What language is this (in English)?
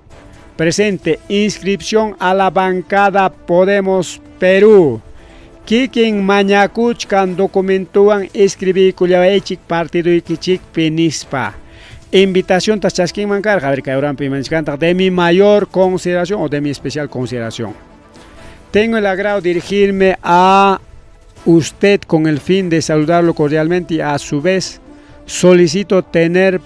Ayacucho Quechua